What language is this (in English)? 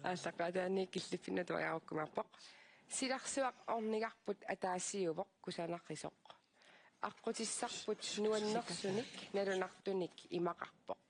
Kalaallisut